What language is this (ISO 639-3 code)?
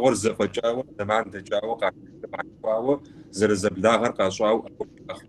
kbd